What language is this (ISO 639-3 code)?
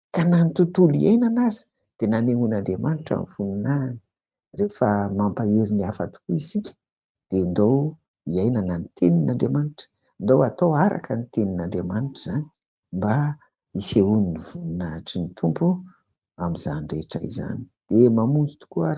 mlg